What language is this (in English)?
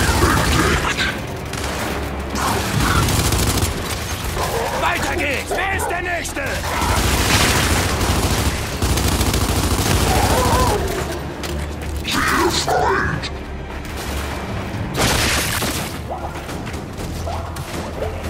German